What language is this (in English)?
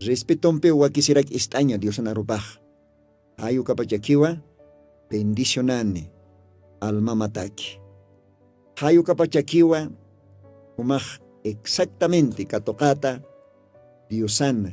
Aymara